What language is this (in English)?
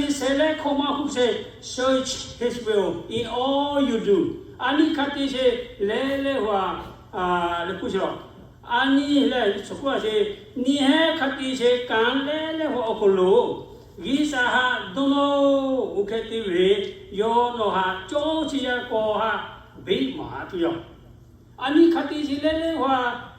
Lahu